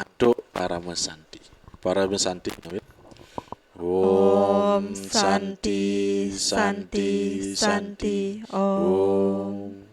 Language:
Balinese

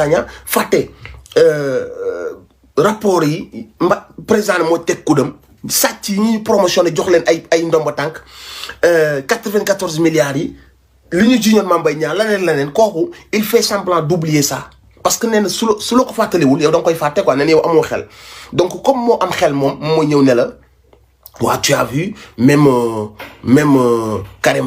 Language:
Wolof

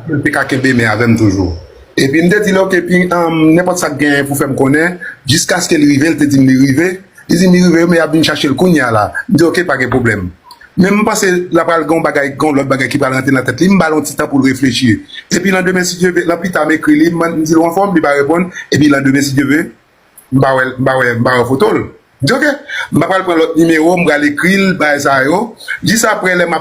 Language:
Haitian Creole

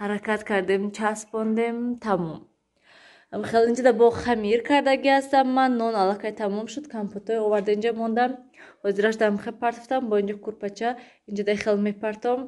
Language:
Tajik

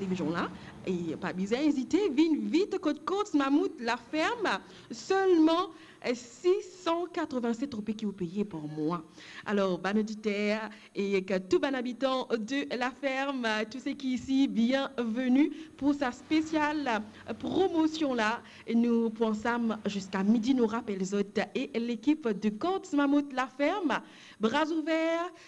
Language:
Morisyen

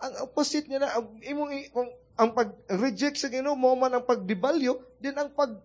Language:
Cebuano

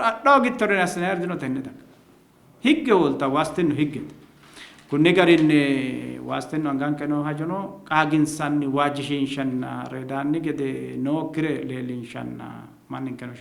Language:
Sidamo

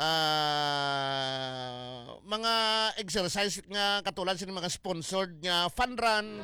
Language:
Hiligaynon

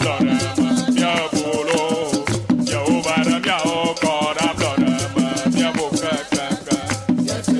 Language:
Ewe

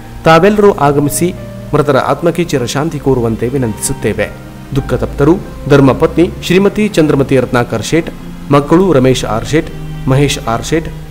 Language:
Kannada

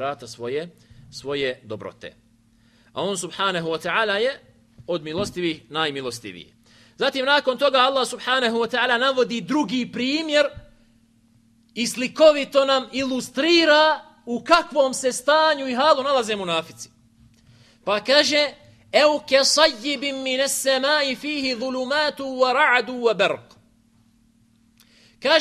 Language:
Bosnian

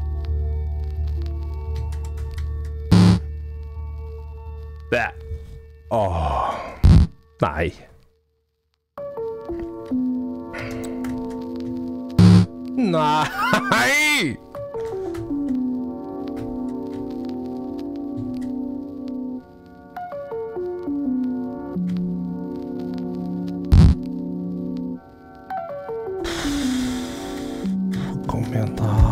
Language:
Norwegian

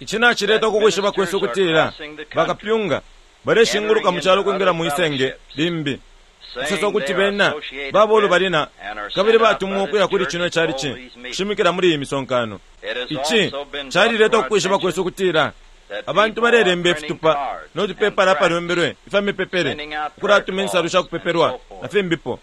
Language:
Bemba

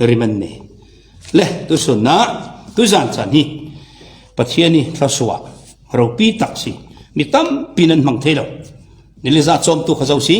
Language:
Falam Chin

